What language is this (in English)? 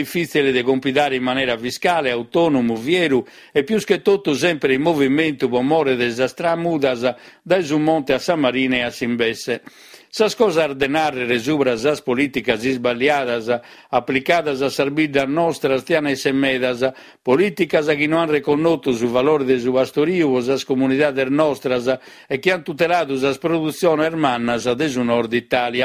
Sardinian